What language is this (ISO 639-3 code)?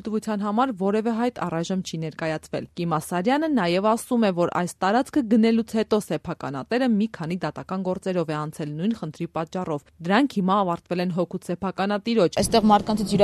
hye